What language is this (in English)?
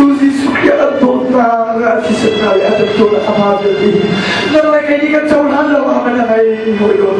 Hakha Chin